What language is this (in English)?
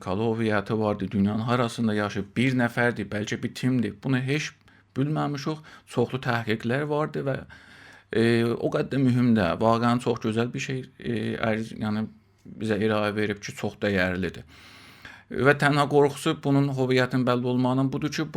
South Azerbaijani